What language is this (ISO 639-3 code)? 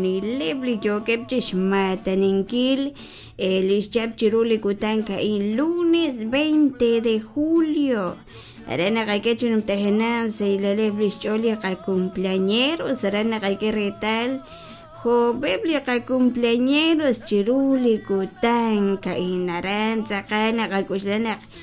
kek